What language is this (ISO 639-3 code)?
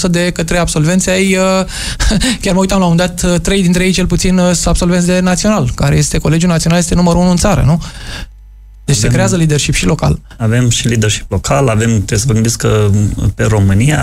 ron